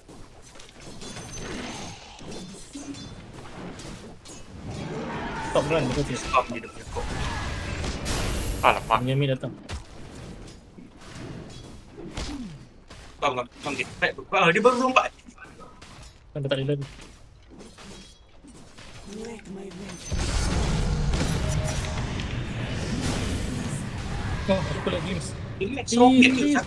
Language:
Malay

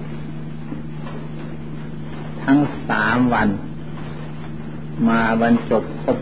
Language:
Thai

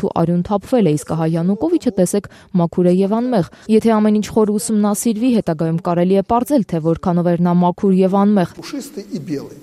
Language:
Armenian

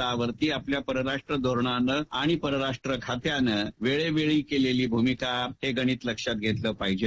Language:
Marathi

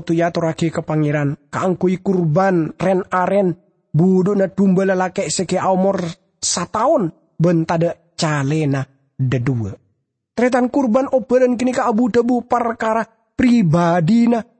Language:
Madurese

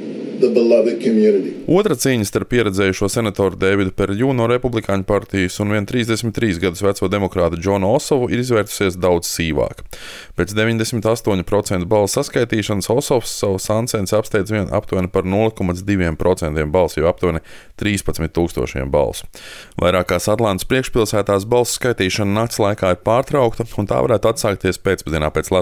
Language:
Latvian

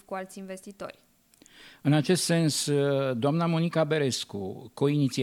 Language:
Romanian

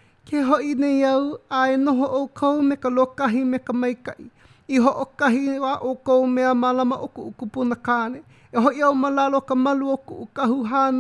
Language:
Hawaiian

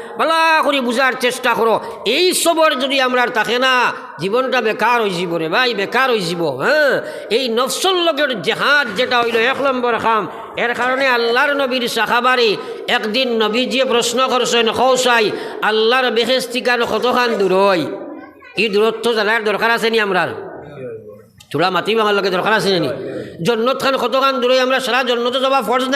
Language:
Sylheti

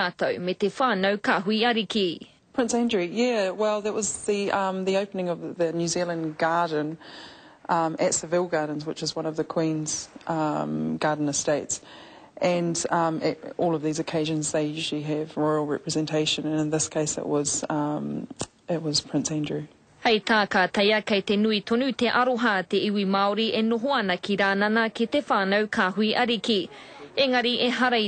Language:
Māori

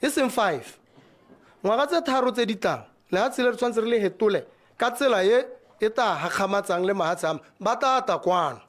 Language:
Tswana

